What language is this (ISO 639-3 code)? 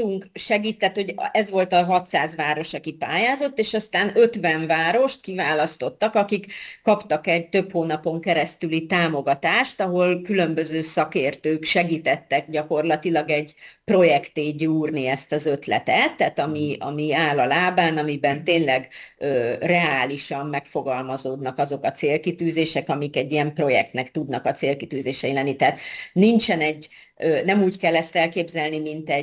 hun